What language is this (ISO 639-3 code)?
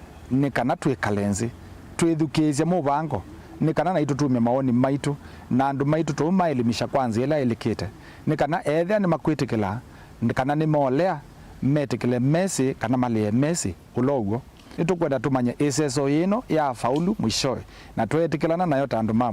kam